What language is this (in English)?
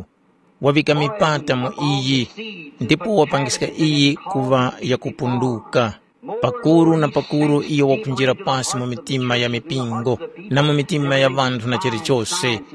Tumbuka